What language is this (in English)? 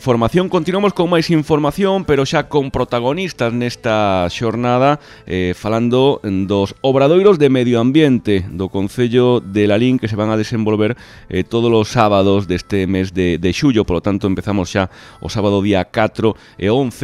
Galician